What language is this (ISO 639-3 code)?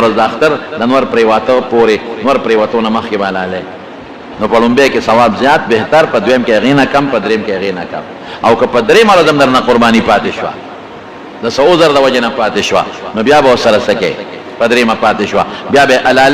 pus